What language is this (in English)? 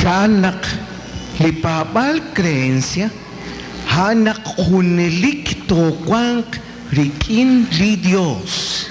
Kekchí